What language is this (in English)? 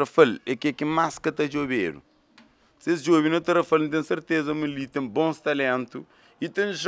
Kabuverdianu